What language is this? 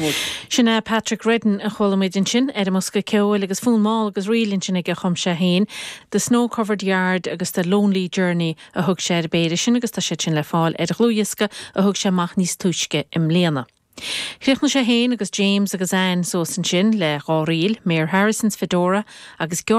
Irish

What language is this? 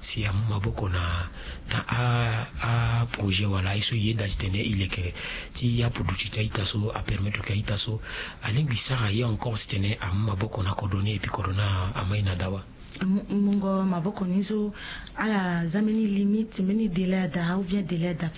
Sango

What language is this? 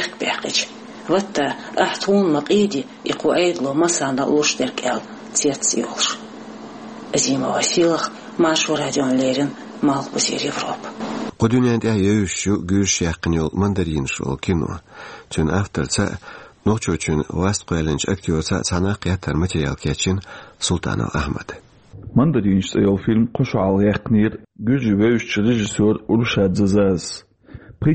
Chechen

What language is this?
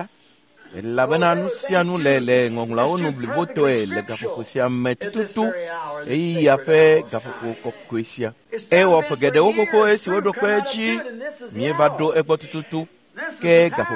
Ewe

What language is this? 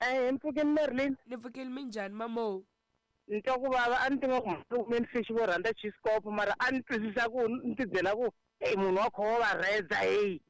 Tsonga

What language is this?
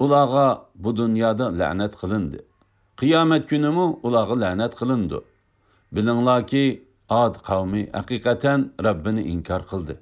Uyghur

